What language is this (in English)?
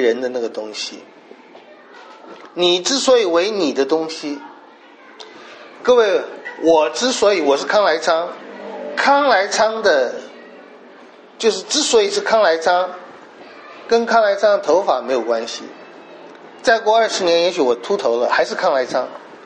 Chinese